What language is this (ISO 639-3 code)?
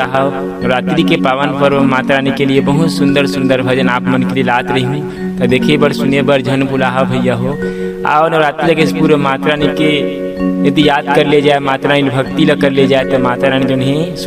hne